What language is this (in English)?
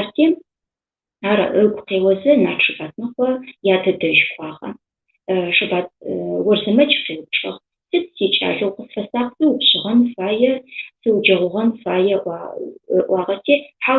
Adyghe